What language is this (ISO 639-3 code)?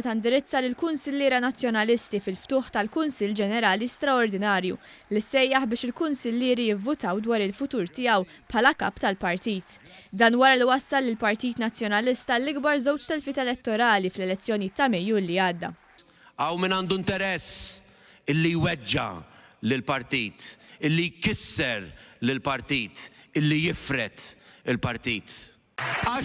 mlt